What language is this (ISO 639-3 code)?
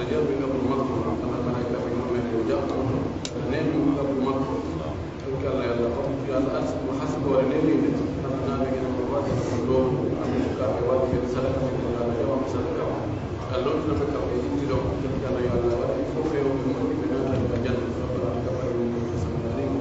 fuf